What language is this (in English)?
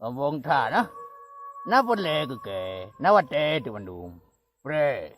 Achinese